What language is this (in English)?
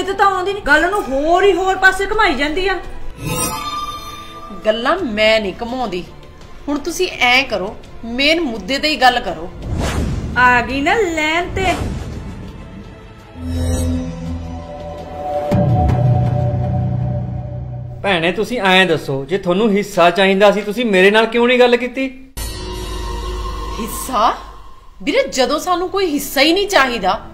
Punjabi